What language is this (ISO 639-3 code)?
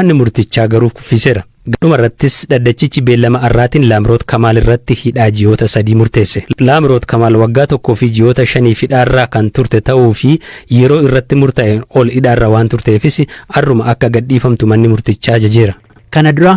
orm